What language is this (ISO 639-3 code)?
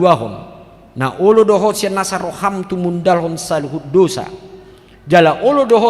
bbc